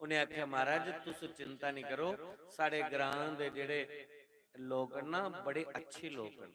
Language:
Dogri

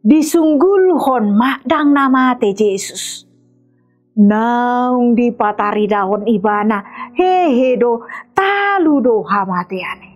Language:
Batak Toba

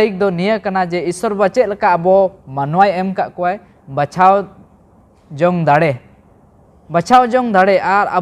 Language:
Santali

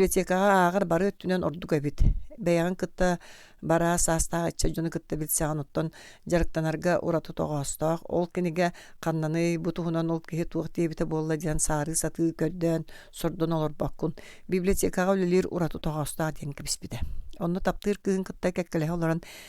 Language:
Yakut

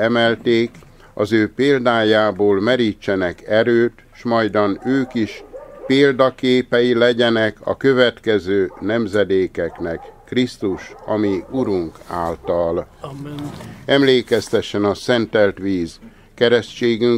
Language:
Hungarian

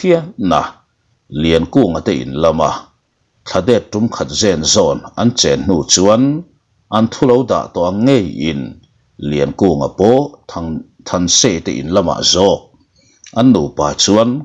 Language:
Mizo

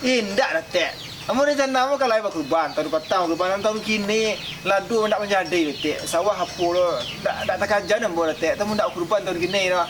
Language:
Minangkabau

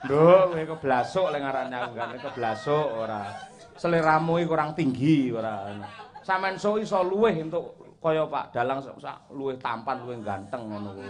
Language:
Javanese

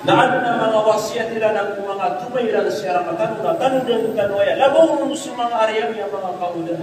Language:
Maranao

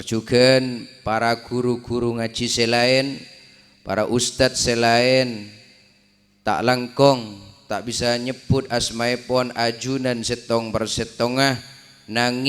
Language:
Madurese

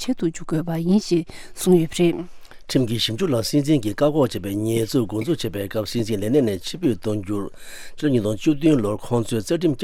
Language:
Tibetan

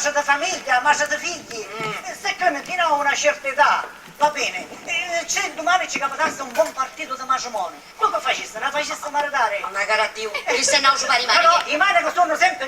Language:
Sicilian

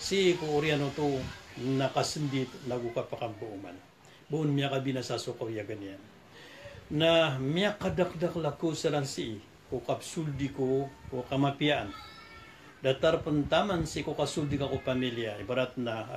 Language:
Maranao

